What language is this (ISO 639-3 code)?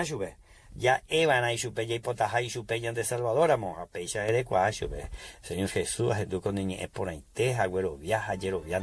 grn